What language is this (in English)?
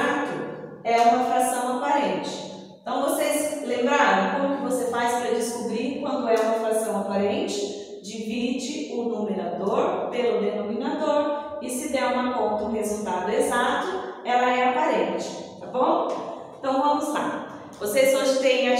Portuguese